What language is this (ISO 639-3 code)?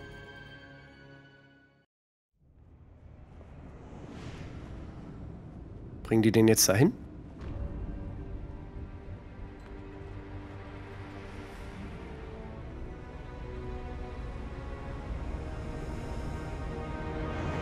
deu